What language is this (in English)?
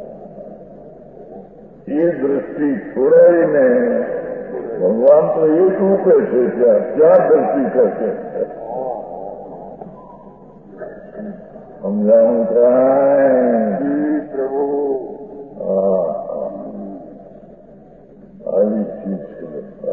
Gujarati